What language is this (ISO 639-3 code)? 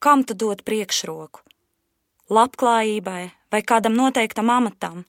lav